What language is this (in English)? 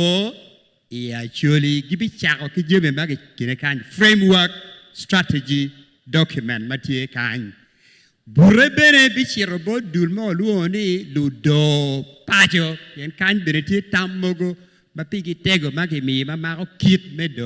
Acoli